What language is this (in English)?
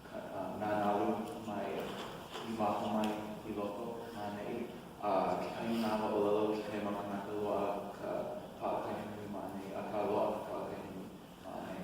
Hawaiian